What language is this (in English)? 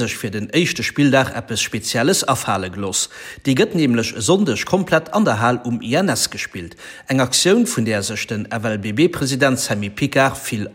Luxembourgish